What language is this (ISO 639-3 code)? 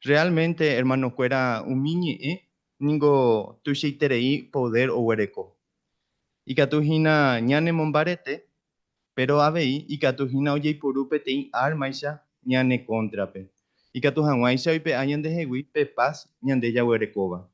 grn